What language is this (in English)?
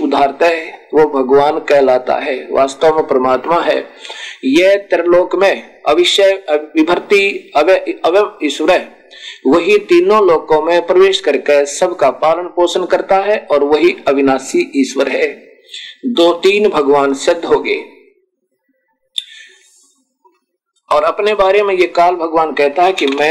Hindi